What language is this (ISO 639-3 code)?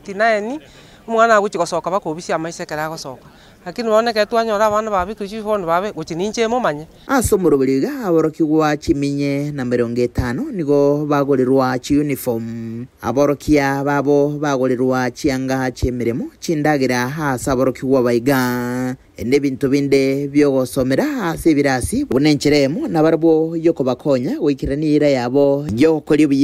guz